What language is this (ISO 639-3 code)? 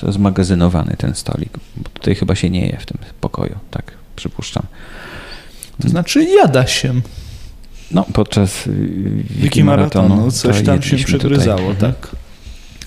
pol